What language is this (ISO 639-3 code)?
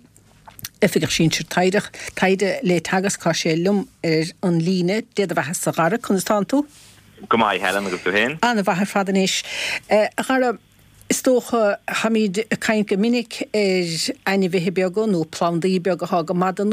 gle